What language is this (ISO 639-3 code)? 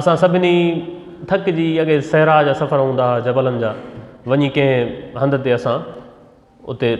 snd